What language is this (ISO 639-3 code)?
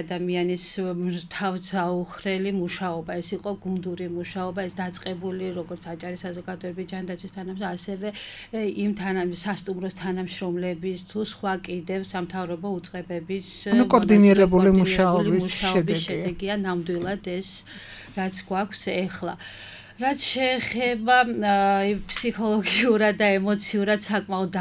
kat